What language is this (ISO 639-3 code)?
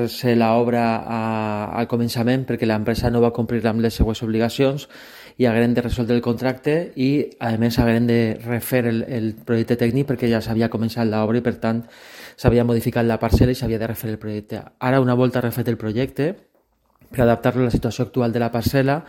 cat